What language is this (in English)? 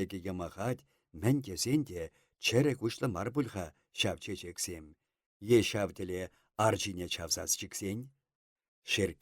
Chuvash